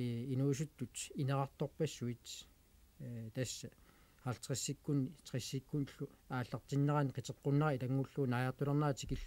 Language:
Kalaallisut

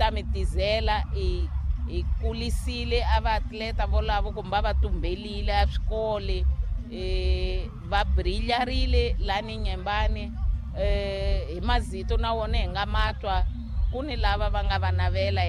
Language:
Tsonga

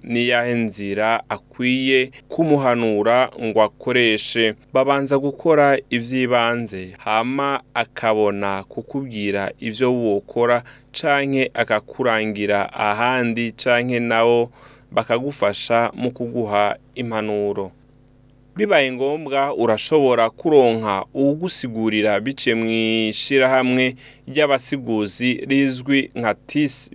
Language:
Rundi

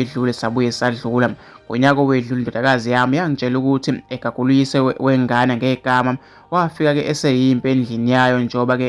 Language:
Zulu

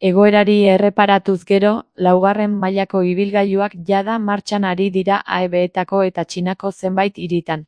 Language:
Basque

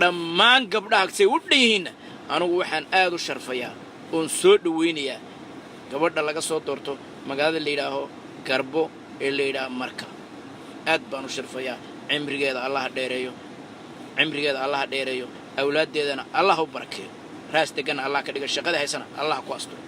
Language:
Somali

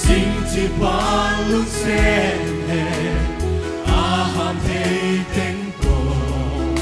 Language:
Paite Chin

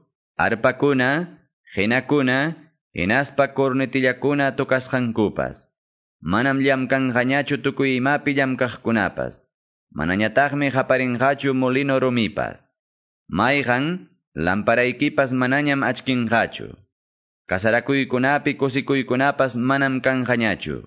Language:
Quechua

